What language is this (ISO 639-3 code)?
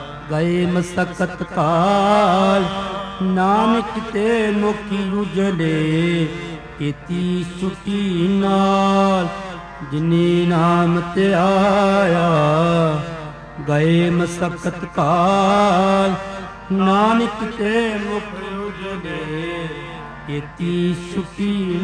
pan